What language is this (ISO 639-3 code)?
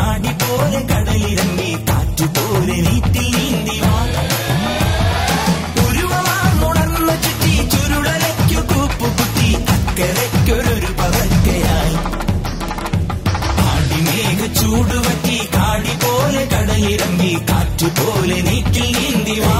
mal